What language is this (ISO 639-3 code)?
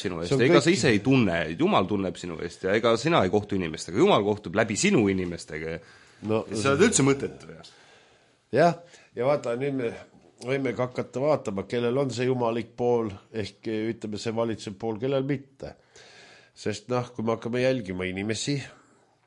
est